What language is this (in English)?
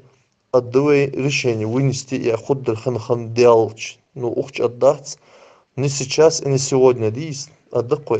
Ingush